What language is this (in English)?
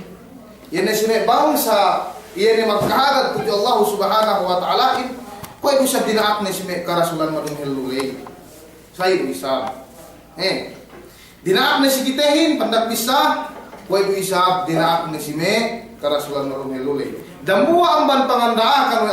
Yakan